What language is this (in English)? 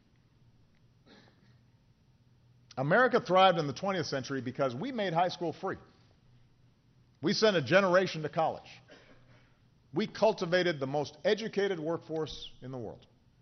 English